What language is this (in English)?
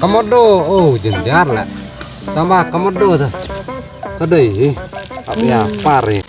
Khasi